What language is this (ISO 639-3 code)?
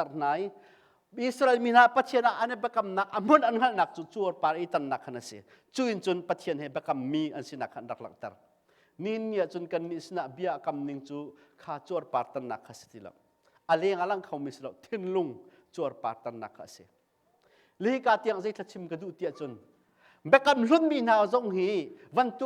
cnh